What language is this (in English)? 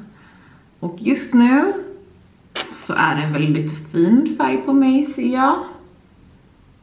Swedish